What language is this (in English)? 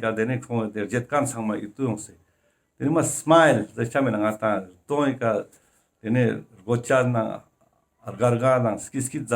Ladakhi